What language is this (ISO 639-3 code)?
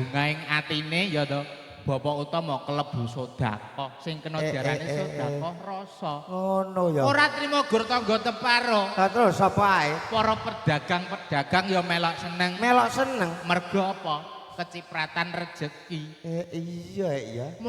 jav